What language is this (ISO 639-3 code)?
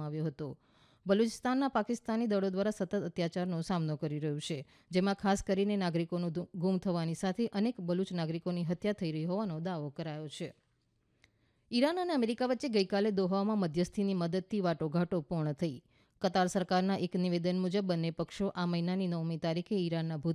guj